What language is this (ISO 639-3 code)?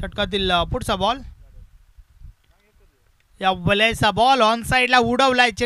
mar